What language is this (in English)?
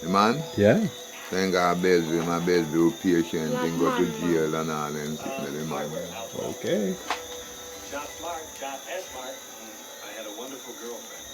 Jamaican Creole English